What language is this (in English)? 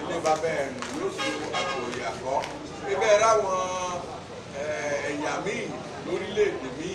Yoruba